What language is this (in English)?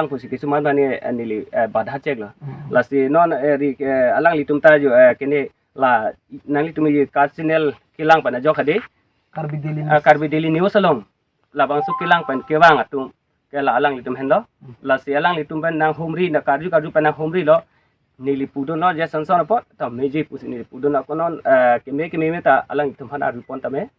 Karbi